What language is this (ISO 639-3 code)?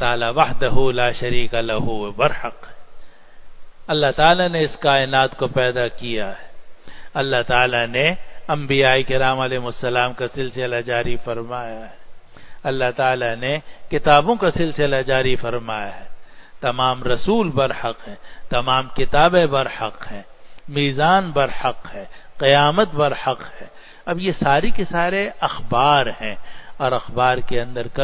urd